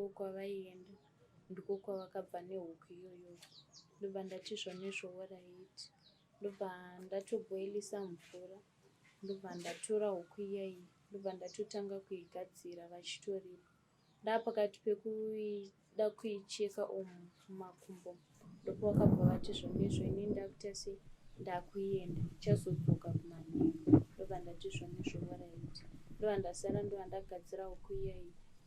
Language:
Shona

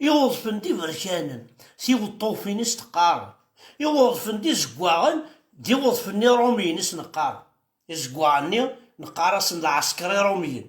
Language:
Kabyle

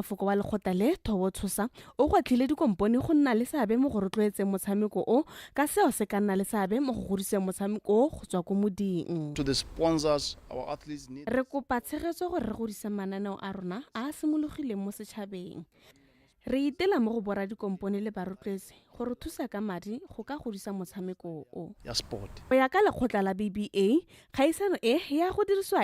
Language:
Tswana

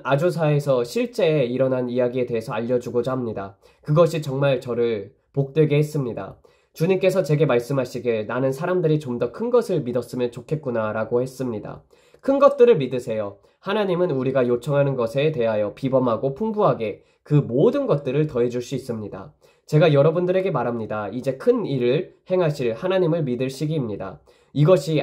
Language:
Korean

